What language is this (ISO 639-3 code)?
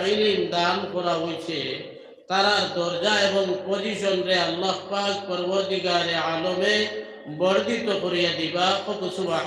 syl